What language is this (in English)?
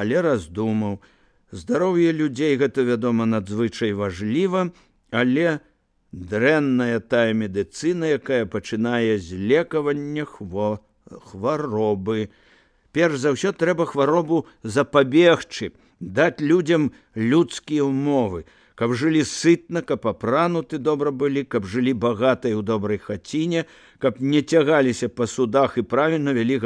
Belarusian